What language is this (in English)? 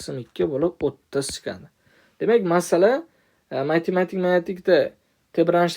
Uzbek